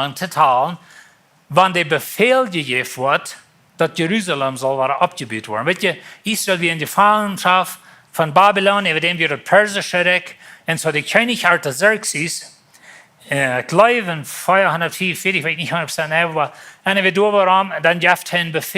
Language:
Plautdietsch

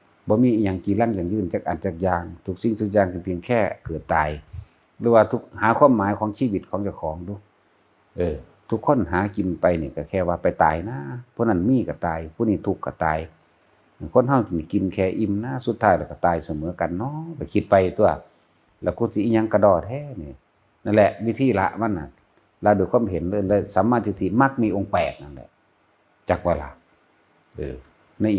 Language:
Northeastern Thai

